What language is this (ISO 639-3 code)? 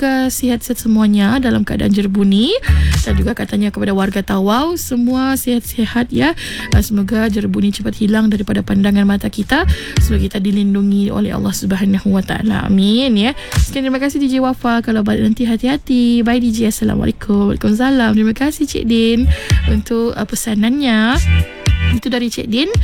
msa